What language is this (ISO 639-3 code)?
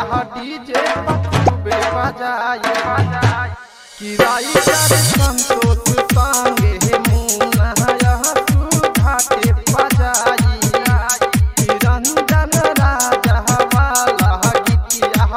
bho